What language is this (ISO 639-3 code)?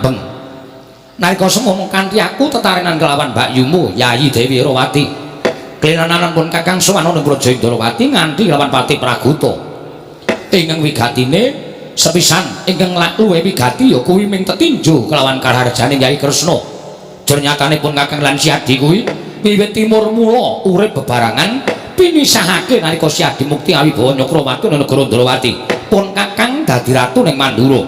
jav